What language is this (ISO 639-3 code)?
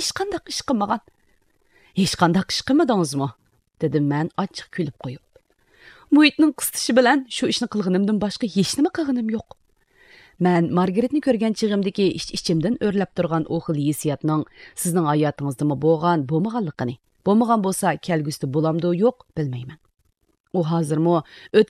uig